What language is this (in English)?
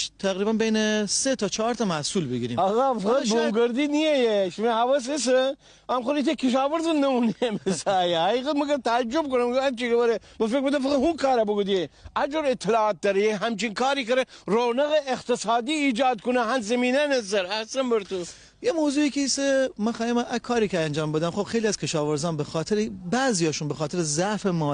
Gilaki